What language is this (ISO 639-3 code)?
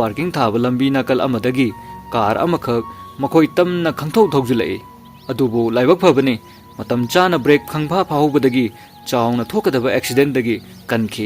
mni